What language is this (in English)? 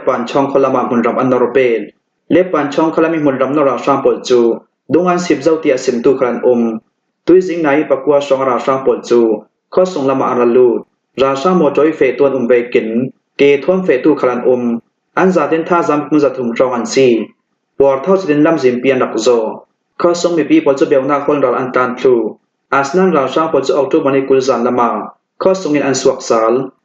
Falam Chin